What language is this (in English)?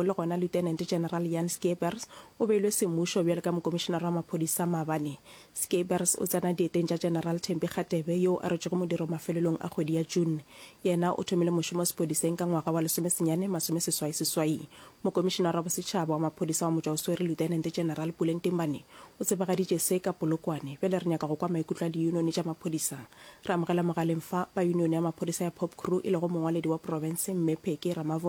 Northern Sotho